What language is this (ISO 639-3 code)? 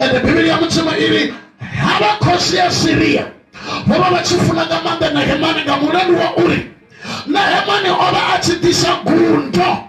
ven